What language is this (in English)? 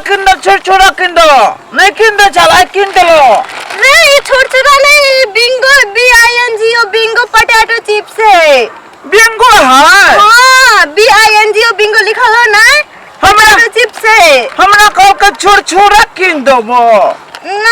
Maithili